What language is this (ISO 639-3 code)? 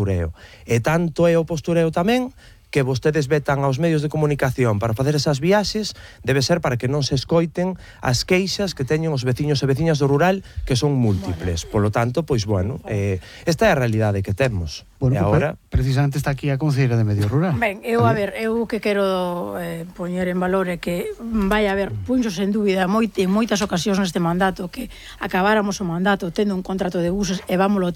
glg